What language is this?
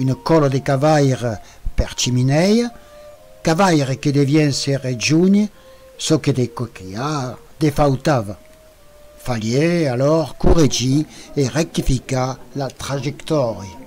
Occitan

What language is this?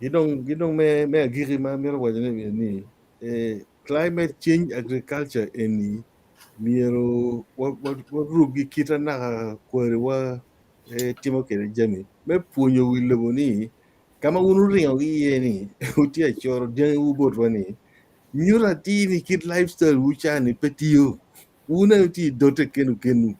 Acoli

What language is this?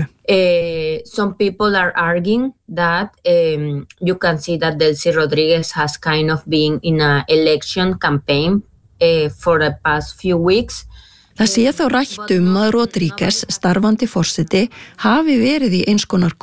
Icelandic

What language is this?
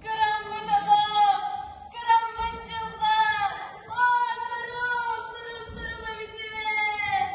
Yakut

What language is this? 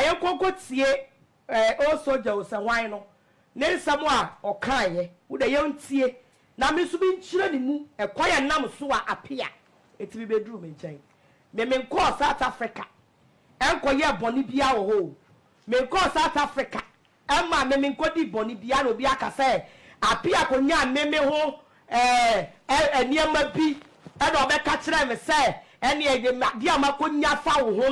Akan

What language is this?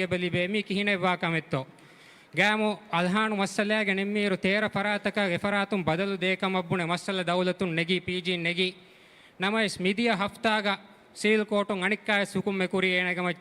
Divehi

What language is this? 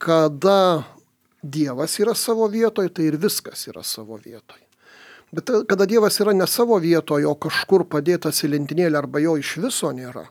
Lithuanian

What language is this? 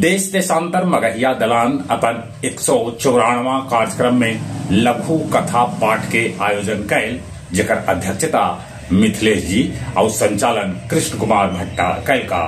Magahi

